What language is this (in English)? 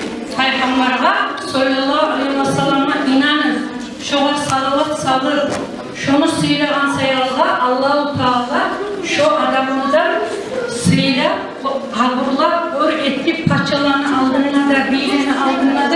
Kumyk